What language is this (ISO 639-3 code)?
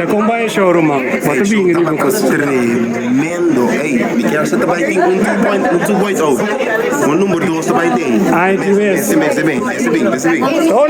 pap